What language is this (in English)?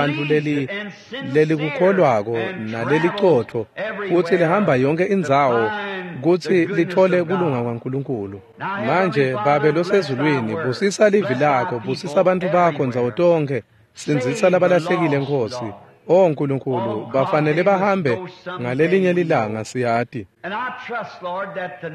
Swati